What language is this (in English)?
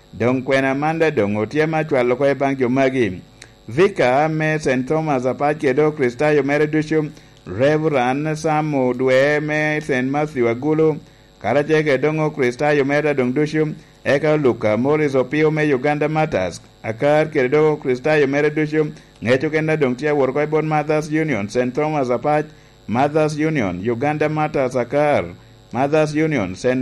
Lango (Uganda)